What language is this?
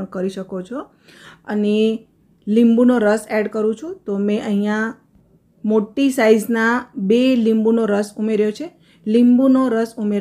Gujarati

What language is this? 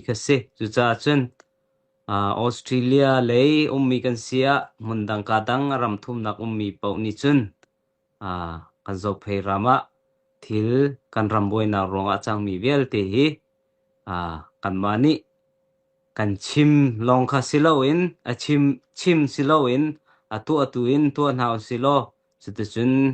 Hakha Chin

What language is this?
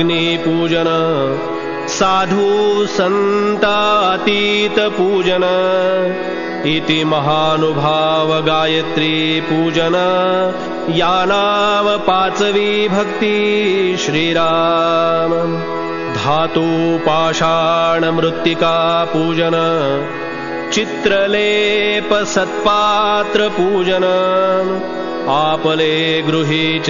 Marathi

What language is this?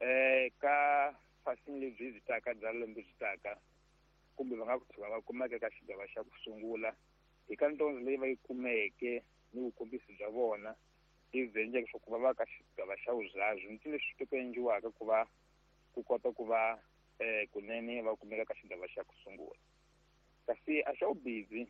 Tsonga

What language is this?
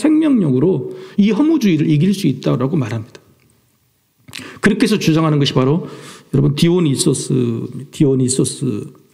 Korean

